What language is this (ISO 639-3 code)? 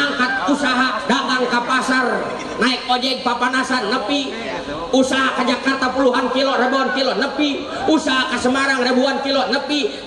sun